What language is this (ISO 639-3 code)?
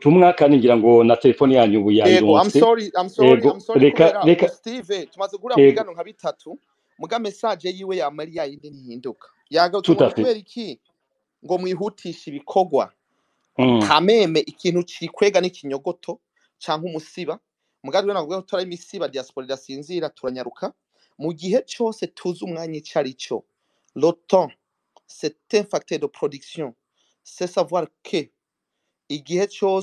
run